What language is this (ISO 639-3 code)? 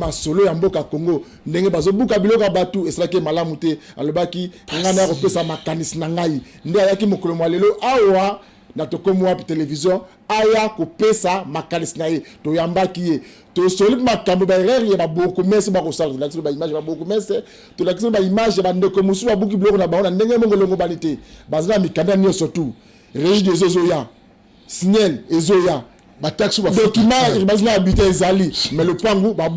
lin